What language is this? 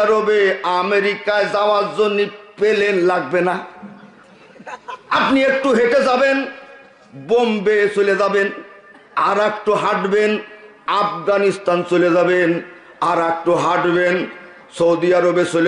Bangla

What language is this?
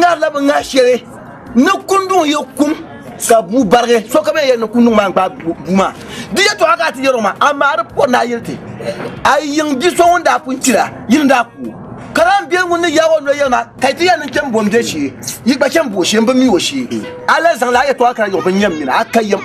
Dagbani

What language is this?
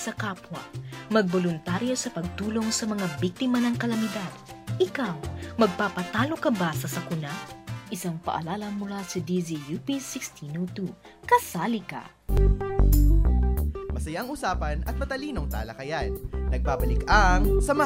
Filipino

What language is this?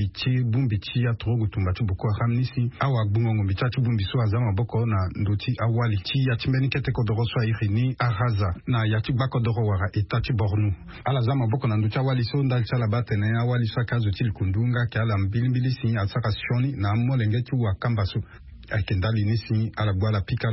Sango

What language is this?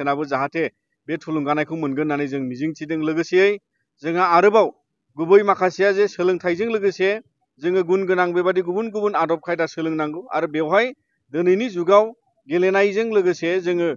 Bodo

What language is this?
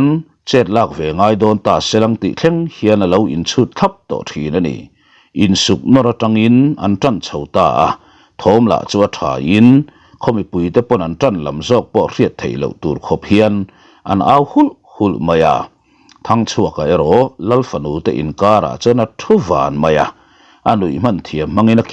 Mizo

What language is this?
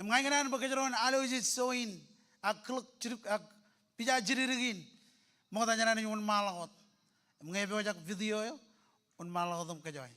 Marshallese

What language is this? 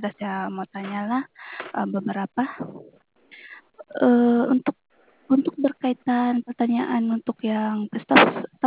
Sabah Malay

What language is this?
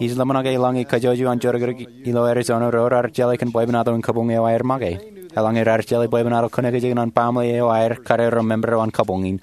Marshallese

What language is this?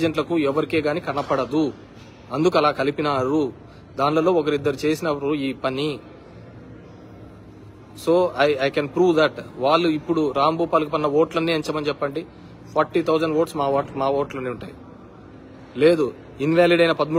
Telugu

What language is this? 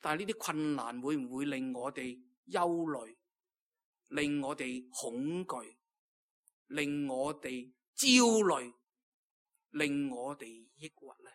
Cantonese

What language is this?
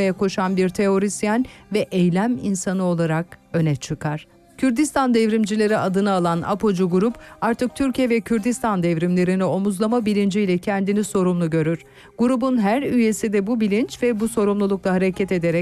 Turkish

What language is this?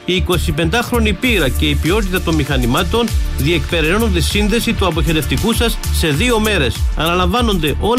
Greek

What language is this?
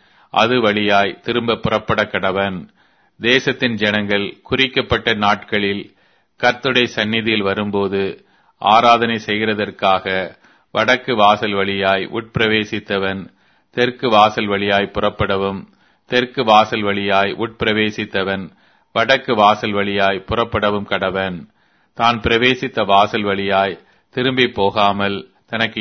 Tamil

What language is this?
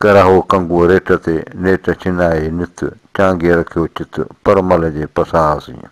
Sindhi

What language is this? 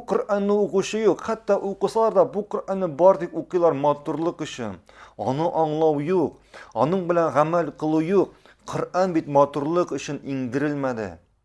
Tatar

